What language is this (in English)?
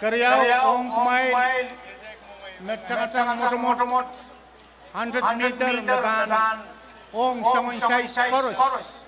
Pohnpeian